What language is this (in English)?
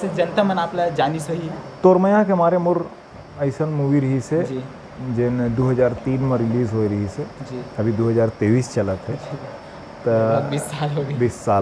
Chhattisgarhi